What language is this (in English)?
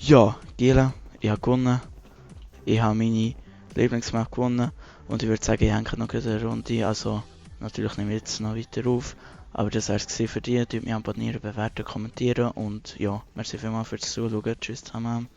Swiss German